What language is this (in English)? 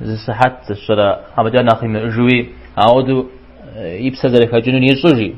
Kabardian